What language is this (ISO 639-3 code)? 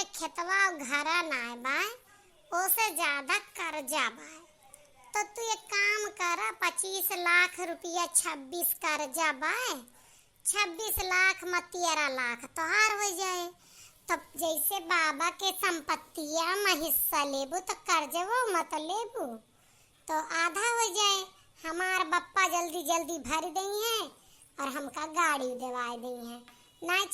awa